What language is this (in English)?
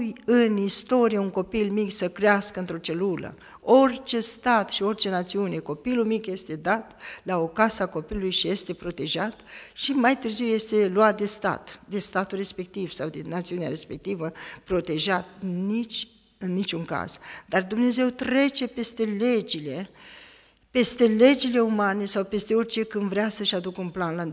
Romanian